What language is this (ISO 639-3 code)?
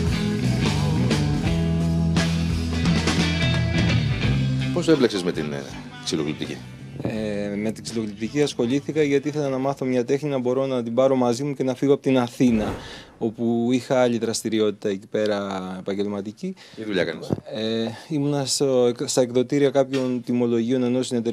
ell